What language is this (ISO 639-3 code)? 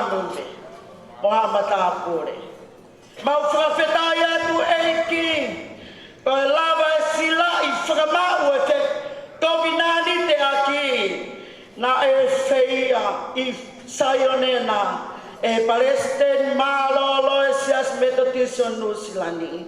ton